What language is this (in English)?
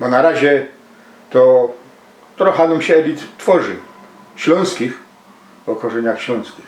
Silesian